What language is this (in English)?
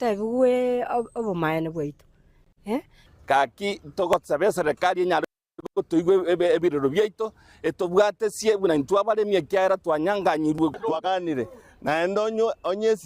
Gusii